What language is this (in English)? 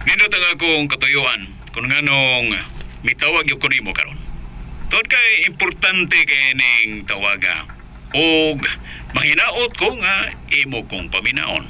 Cebuano